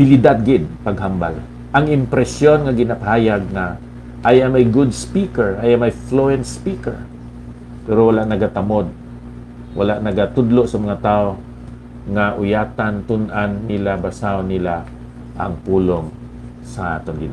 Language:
Hiligaynon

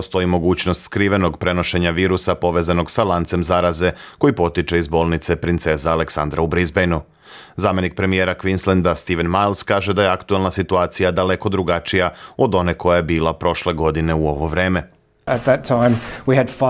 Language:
Serbian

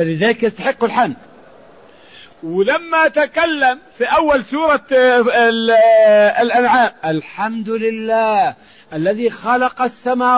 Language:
Arabic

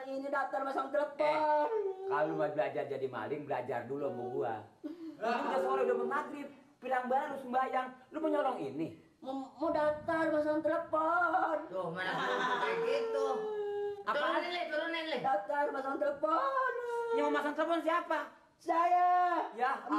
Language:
Betawi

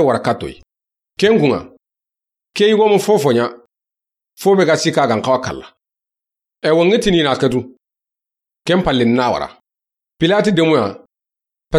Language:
Soninke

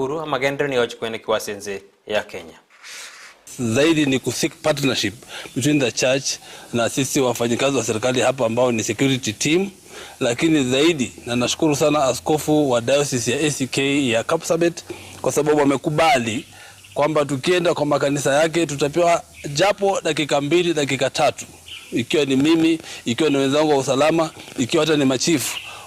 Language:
Gusii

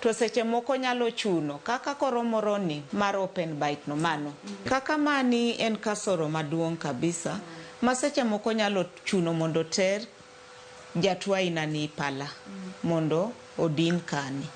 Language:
Luo (Kenya and Tanzania)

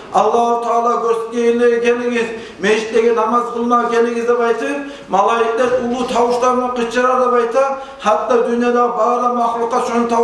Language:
Kumyk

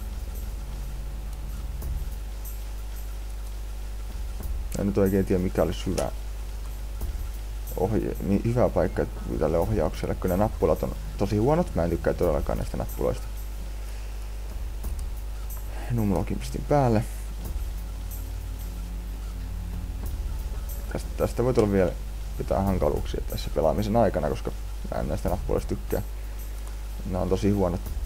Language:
Finnish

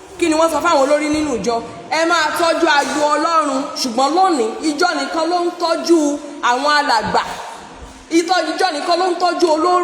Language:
Yoruba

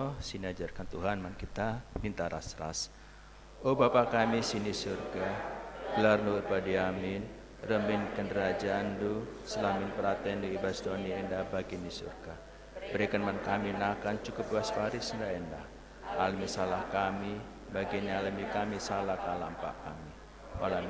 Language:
Batak Karo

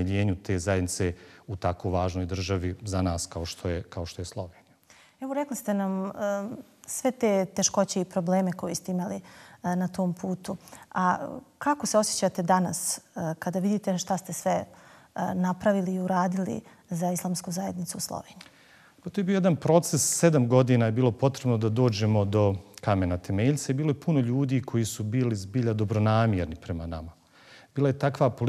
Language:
Bosnian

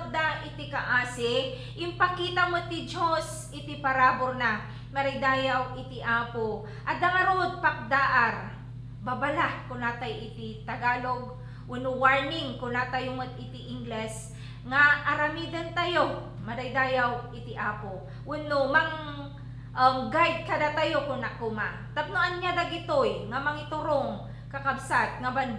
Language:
Iloko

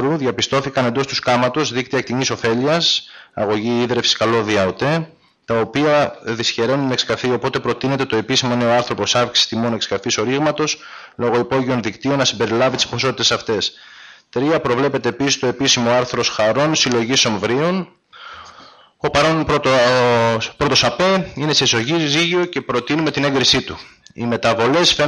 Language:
Greek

